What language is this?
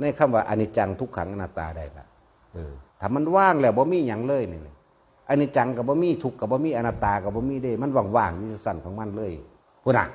Northeastern Thai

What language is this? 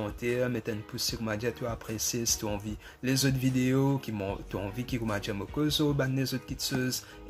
Morisyen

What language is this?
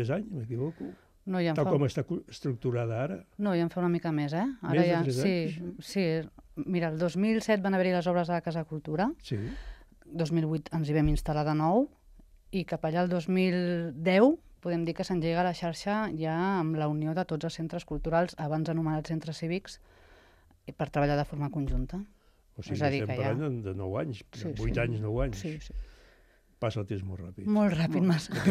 Catalan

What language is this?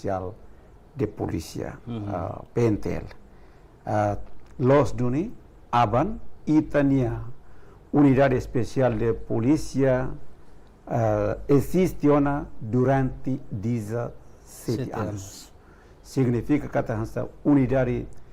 Tetum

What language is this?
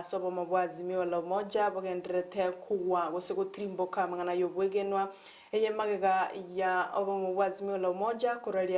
Gusii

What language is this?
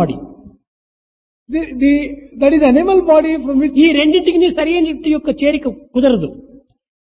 Telugu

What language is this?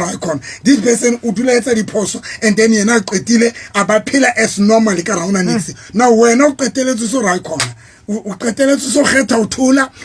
Southern Sotho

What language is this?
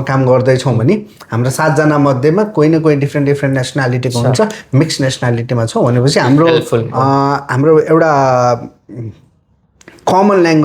Nepali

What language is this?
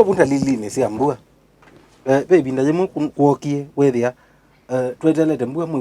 Kamba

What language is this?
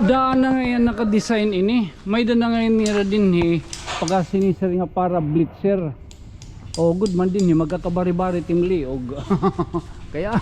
Waray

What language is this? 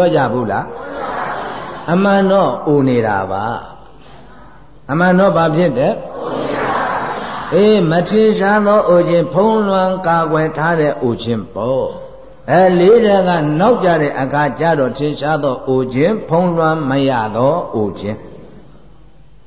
Burmese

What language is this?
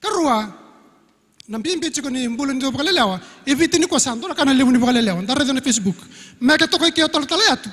Fijian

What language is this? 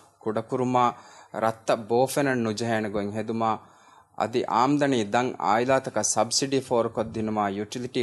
Divehi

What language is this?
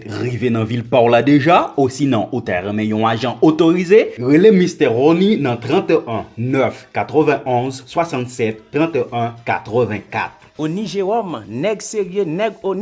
Haitian Creole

